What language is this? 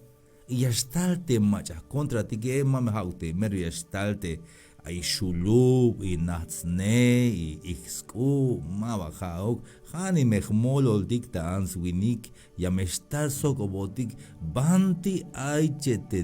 Tzeltal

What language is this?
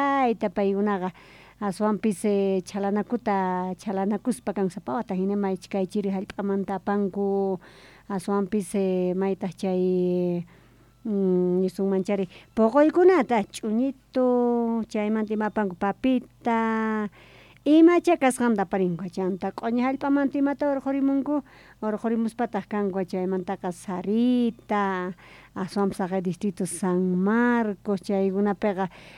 Quechua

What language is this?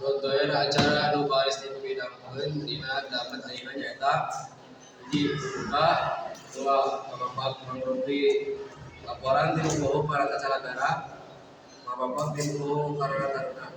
Sundanese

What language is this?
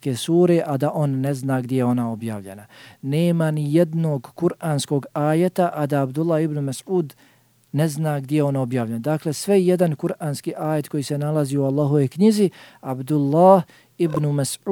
Bosnian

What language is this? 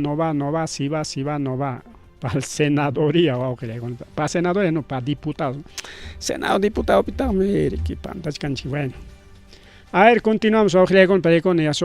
Ayacucho Quechua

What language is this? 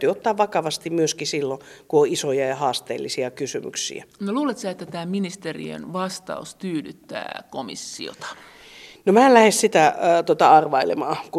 Finnish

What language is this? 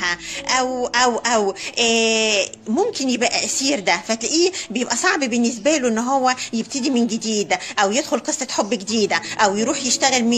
Egyptian Arabic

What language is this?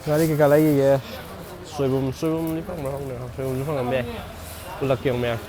Manipuri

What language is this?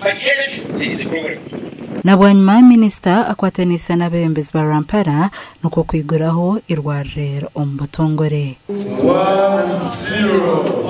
Nyankole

